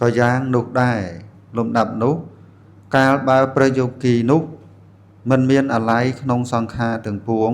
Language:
Khmer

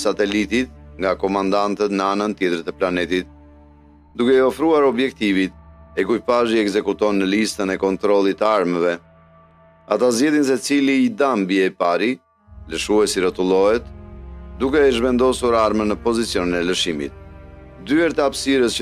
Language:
Albanian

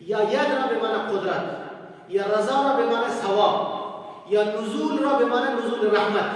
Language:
Persian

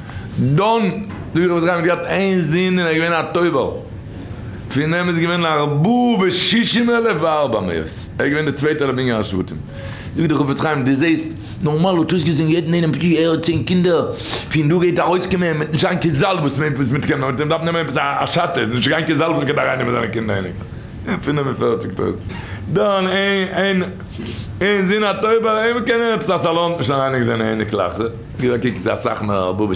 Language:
Yiddish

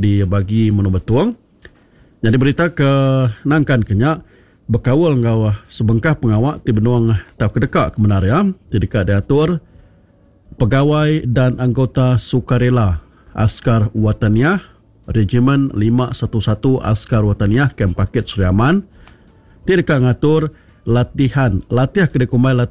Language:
Iban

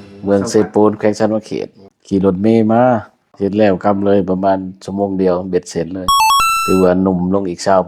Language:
Lao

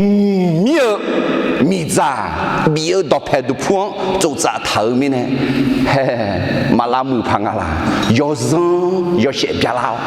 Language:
Akha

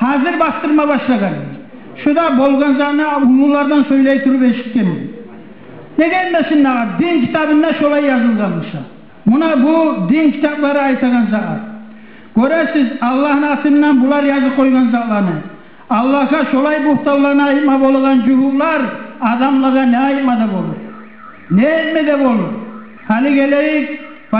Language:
Kumyk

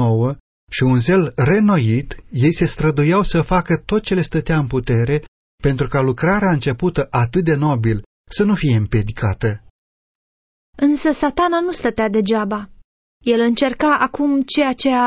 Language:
Romanian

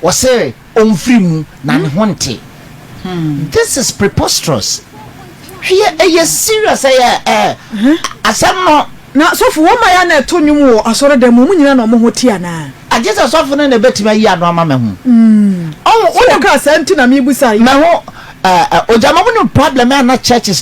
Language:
Akan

